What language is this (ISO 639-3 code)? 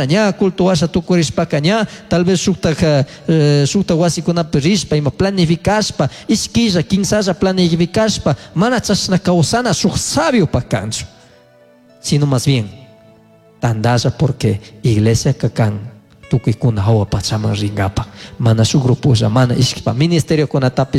qug